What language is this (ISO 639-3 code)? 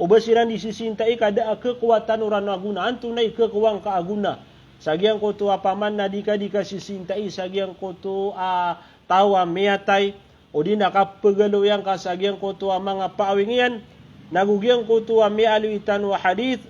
mrw